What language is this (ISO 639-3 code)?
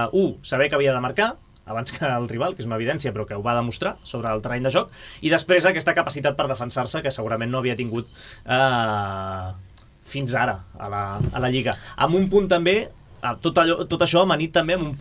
cat